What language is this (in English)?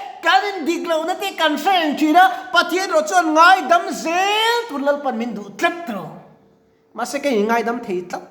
Mizo